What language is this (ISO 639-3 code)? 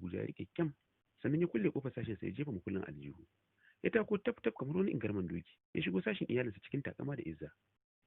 hau